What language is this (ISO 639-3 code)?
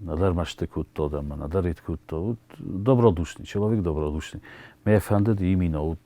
oss